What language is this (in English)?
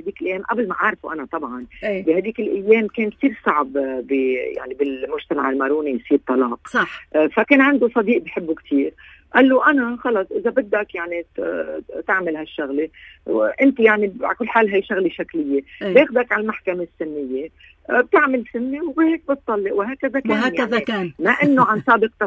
North Levantine Arabic